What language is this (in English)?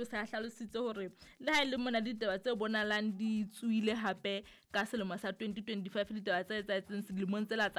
Southern Sotho